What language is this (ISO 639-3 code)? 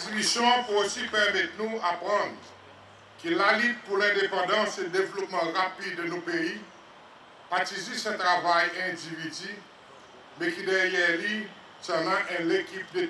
crs